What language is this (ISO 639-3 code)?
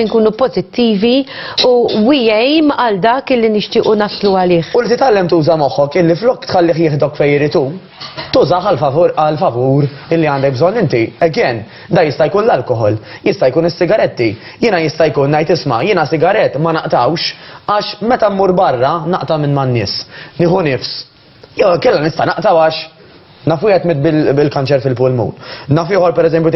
mlt